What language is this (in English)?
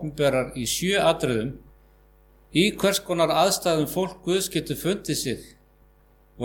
Icelandic